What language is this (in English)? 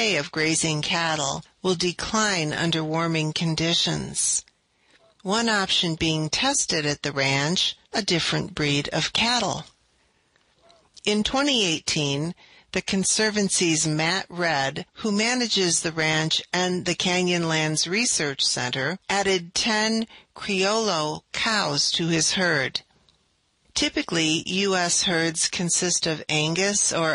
English